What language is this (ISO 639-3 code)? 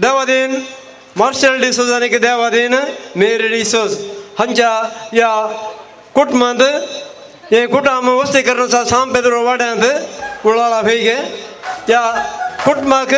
kok